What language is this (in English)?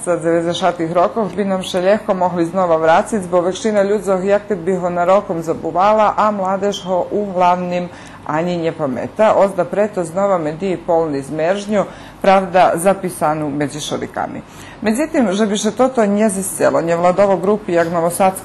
Rusyn